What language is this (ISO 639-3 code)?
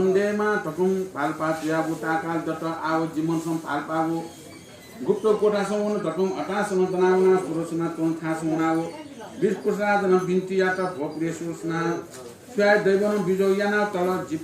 new